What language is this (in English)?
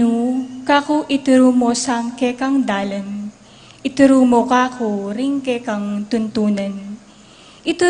Pampanga